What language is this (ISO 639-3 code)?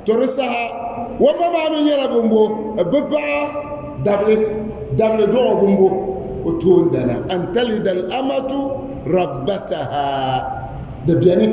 dag